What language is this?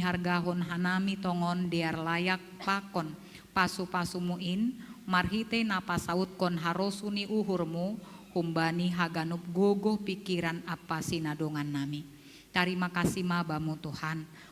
Batak Simalungun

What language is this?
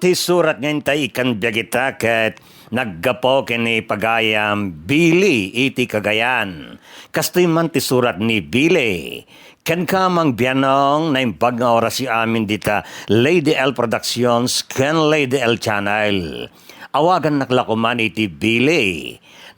Iloko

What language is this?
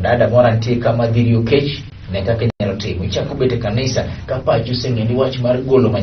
Luo (Kenya and Tanzania)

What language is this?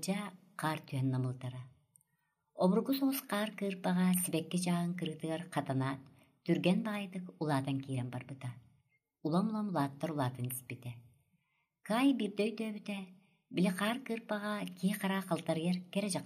Yakut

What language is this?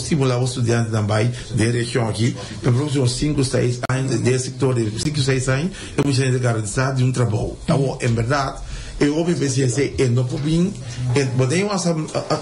Papiamento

